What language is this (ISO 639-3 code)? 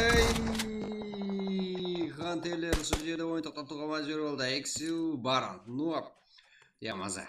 kaa